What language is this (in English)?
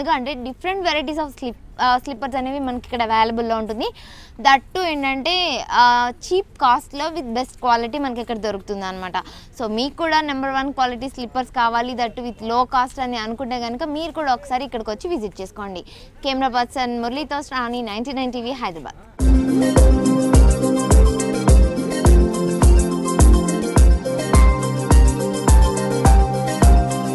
Telugu